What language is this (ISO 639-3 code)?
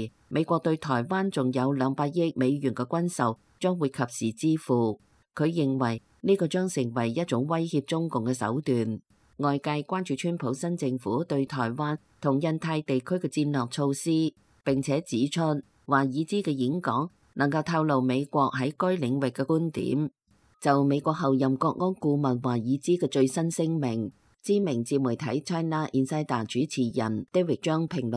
yue